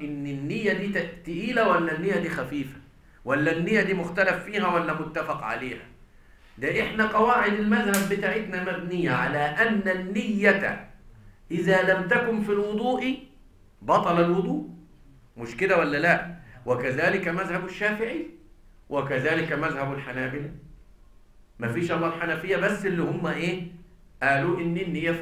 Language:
Egyptian Arabic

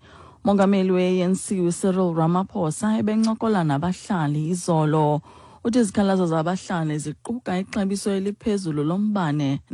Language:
Xhosa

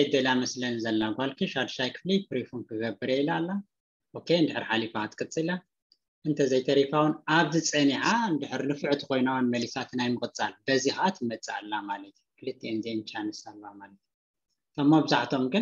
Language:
Tigrinya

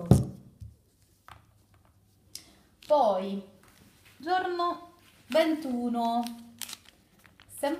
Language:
Italian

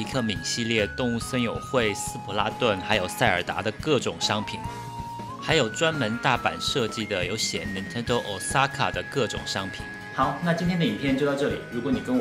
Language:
Chinese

